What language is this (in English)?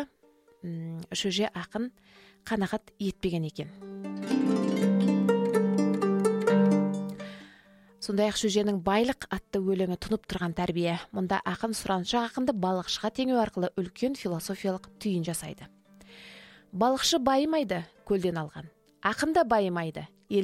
Kazakh